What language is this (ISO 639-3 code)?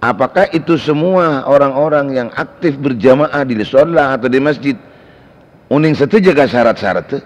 mad